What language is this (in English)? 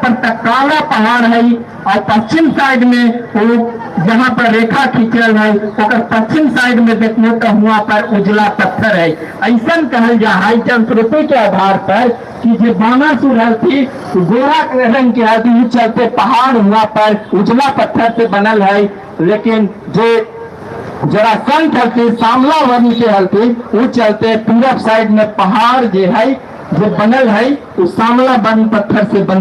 Magahi